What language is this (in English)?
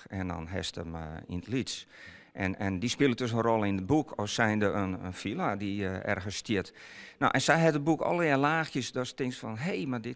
Western Frisian